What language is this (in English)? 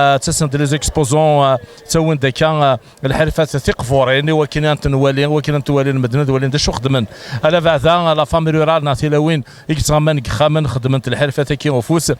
Kabyle